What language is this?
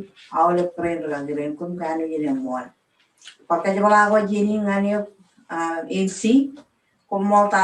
Marshallese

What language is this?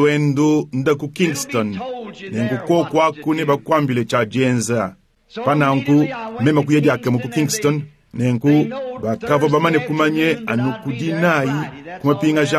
Luba-Lulua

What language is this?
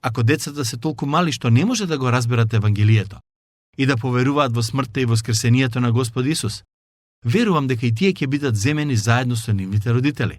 Macedonian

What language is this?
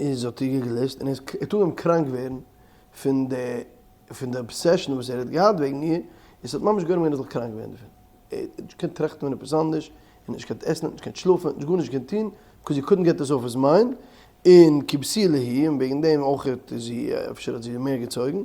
Yiddish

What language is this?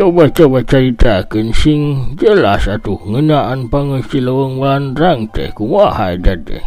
Sundanese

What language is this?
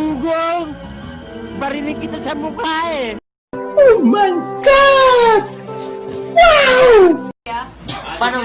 Cebuano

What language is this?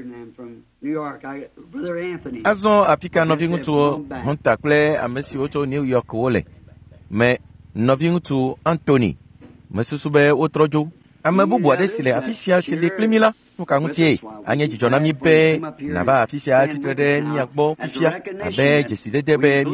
Ewe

